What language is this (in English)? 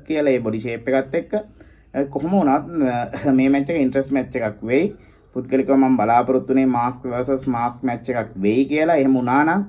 Sinhala